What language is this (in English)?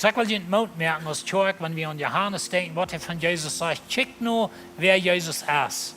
Plautdietsch